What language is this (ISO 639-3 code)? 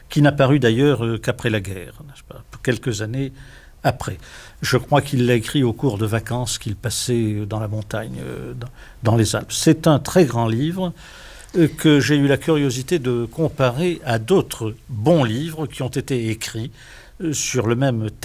fra